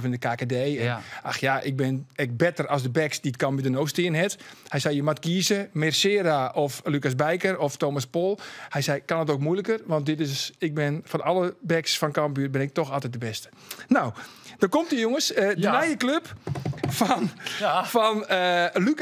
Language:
Western Frisian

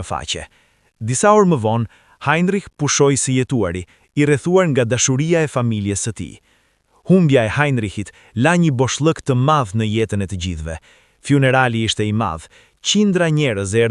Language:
Albanian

